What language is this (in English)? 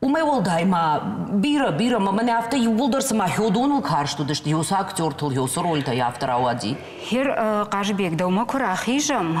Ossetic